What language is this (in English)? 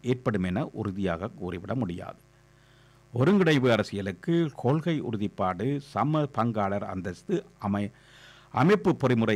Tamil